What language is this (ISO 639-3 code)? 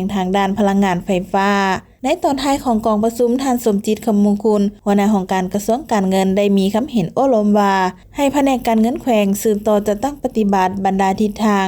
lao